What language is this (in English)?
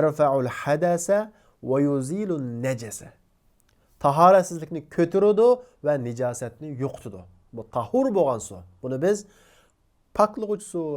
Uyghur